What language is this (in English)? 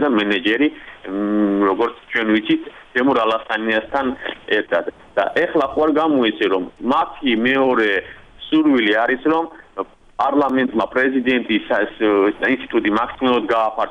Georgian